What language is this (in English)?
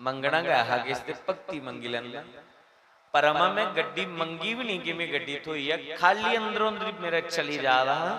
Dogri